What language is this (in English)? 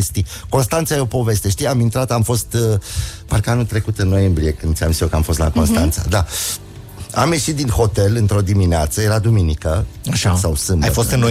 Romanian